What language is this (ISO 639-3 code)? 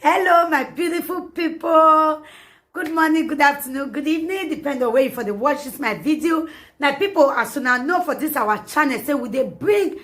pcm